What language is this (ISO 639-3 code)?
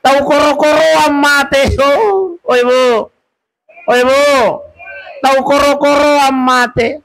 bug